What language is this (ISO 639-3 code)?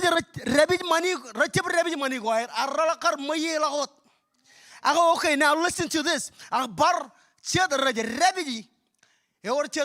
mah